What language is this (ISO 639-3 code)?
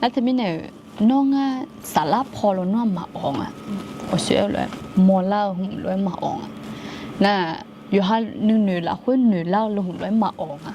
ahk